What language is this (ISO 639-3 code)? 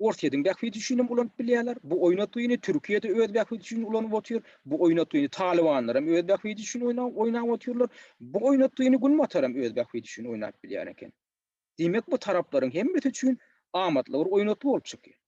tuk